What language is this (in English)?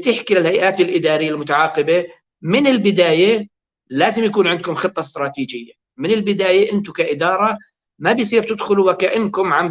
North Levantine Arabic